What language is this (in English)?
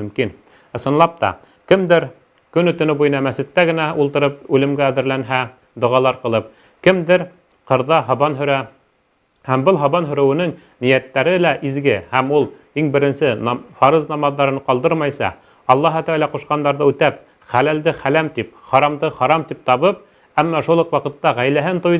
Bashkir